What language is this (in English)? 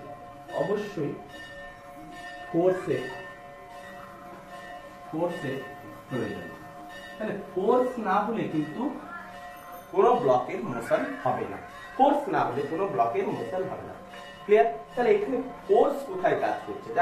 Bangla